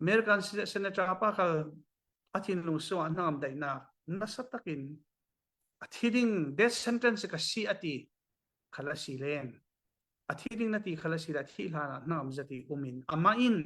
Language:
Falam Chin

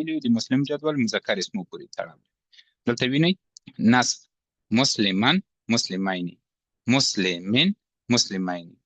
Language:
Pashto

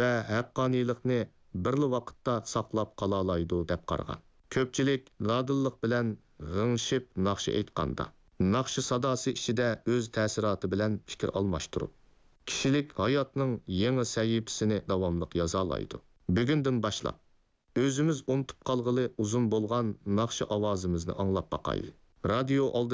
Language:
Uyghur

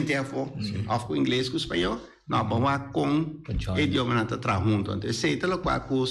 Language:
Papiamento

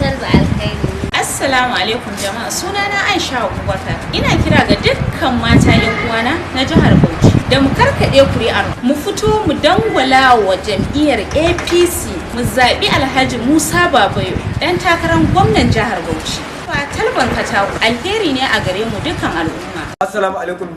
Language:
Hausa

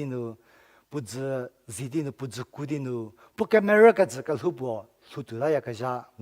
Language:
Angami Naga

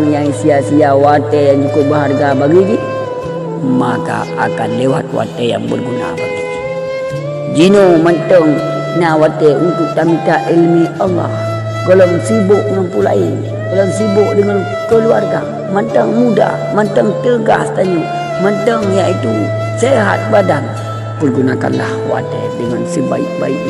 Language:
Achinese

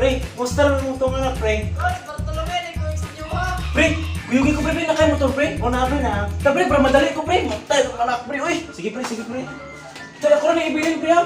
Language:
Cebuano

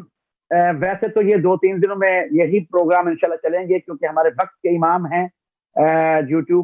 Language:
Urdu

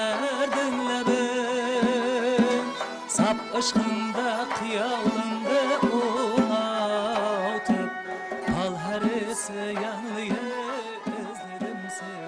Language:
Kara-Kalpak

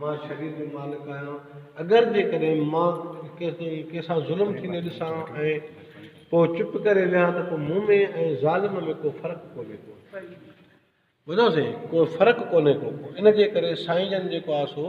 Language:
Sindhi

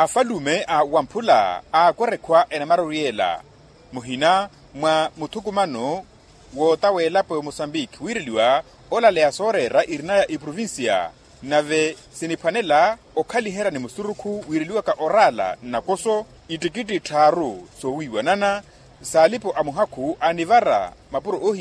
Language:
Makhuwa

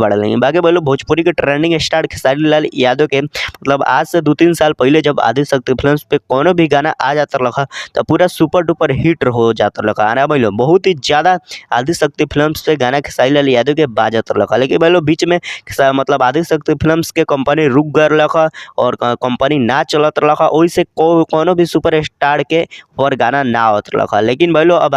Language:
Bhojpuri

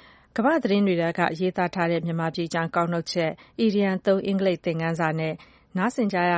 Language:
Burmese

